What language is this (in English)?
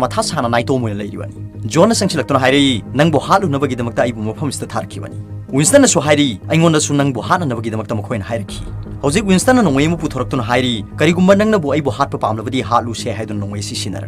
Manipuri